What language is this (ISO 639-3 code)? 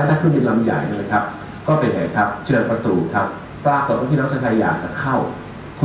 tha